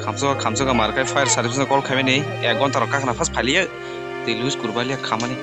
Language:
Kok Borok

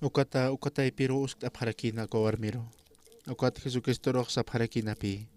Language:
Aymara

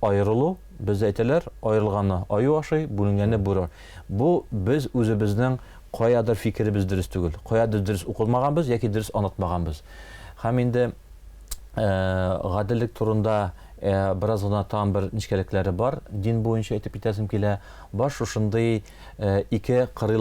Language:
Tatar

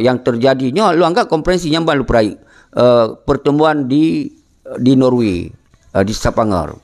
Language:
Achinese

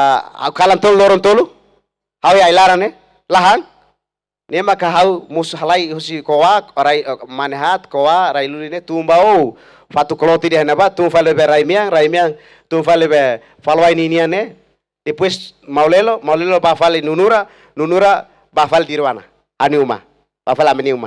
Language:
Tetum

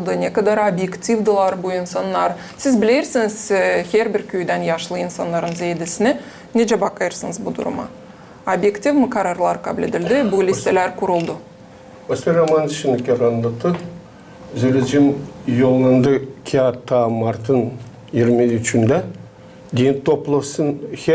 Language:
Gagauz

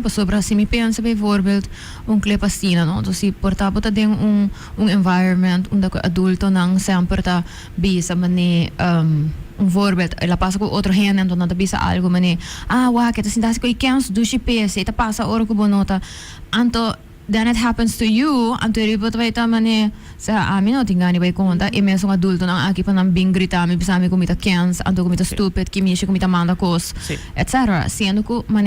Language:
Papiamento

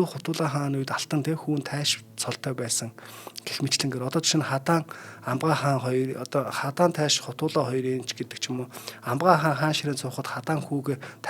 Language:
Mongolian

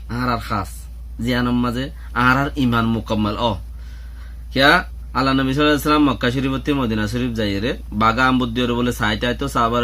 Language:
Rohingya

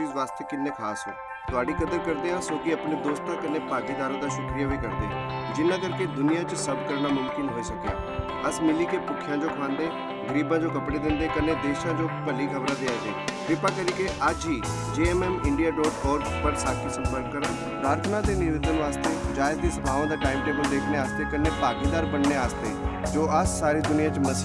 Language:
Dogri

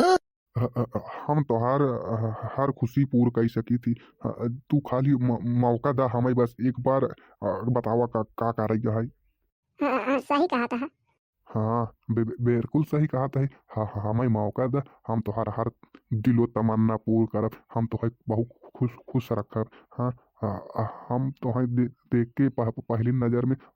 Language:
Bhojpuri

